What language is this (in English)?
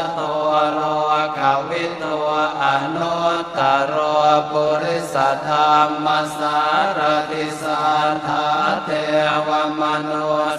Pali